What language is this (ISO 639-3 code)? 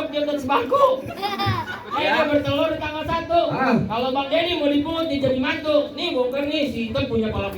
bew